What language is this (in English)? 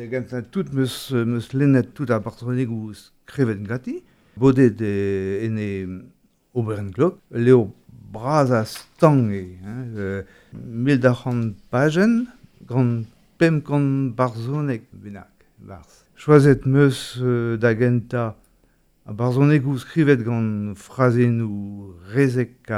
Breton